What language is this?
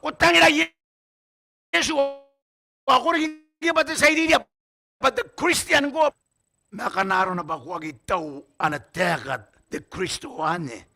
Gilbertese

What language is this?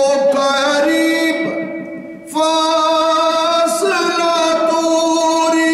Urdu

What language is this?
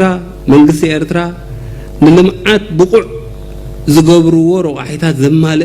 Tigrinya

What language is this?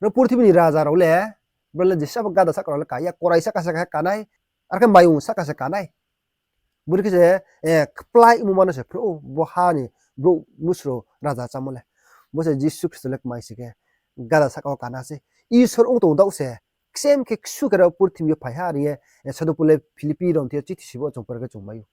Riang (India)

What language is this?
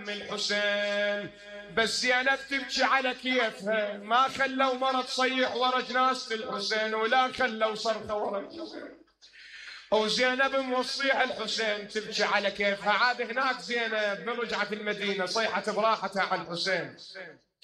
Mesopotamian Arabic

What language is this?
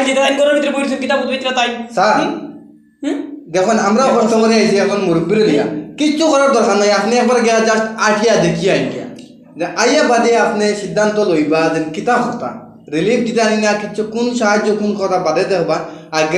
Sylheti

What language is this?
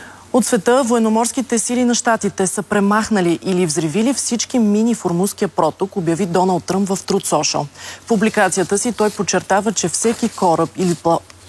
Bulgarian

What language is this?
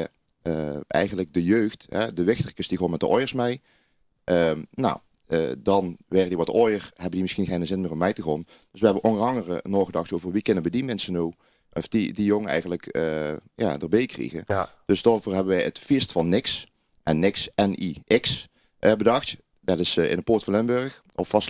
Limburgish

